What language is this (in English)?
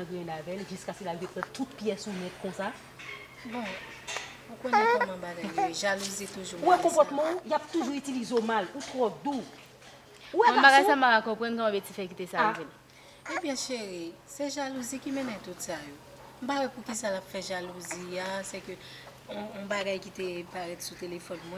Haitian Creole